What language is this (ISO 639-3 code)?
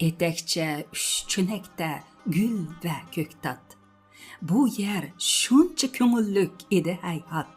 uig